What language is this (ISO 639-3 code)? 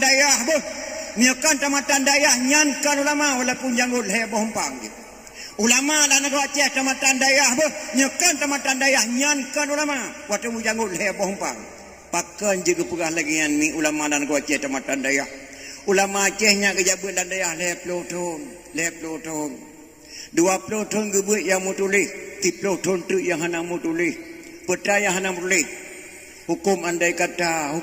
ace